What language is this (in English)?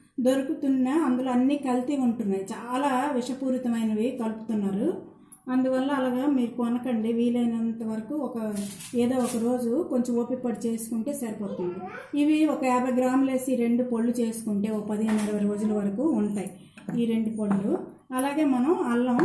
Telugu